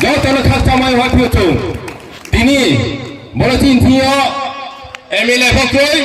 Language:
Riang (India)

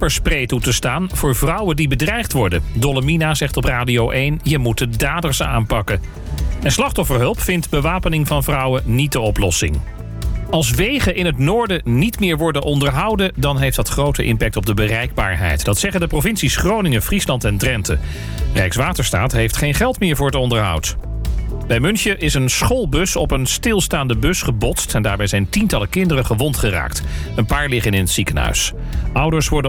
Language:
Dutch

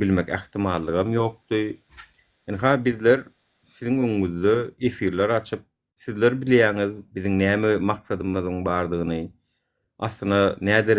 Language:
Turkmen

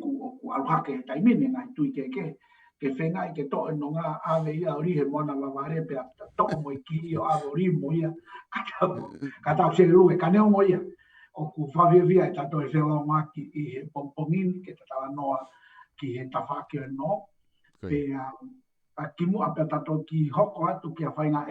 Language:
Tongan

